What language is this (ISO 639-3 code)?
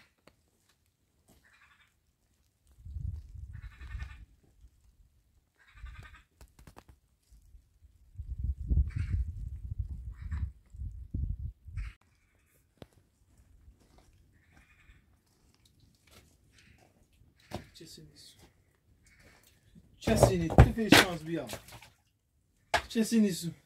fas